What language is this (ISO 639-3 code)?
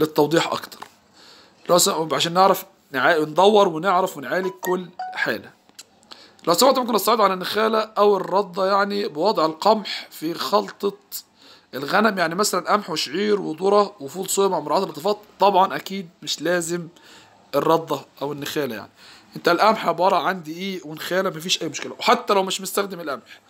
arz